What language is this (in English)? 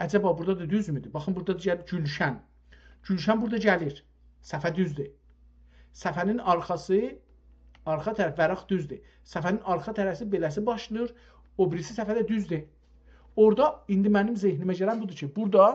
South Azerbaijani